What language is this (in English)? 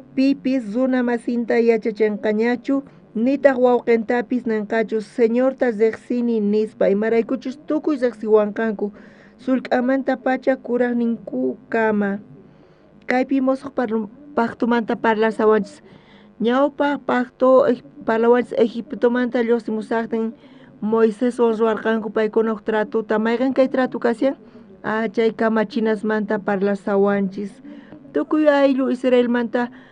South Bolivian Quechua